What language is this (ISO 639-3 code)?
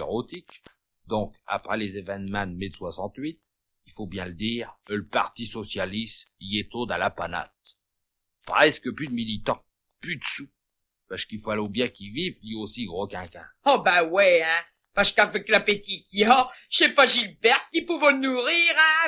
pcd